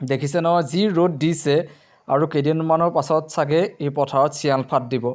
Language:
Assamese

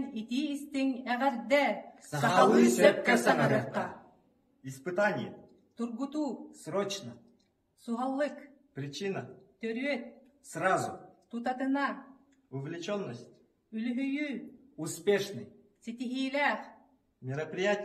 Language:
Yakut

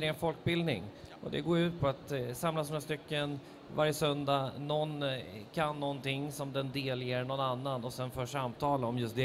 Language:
Swedish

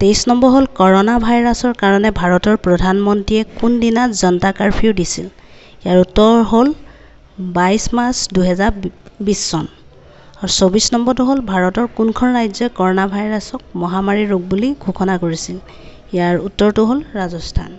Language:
Assamese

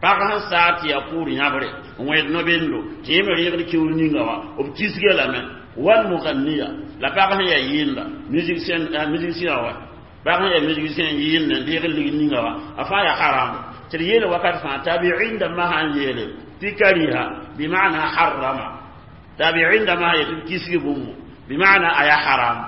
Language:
Mossi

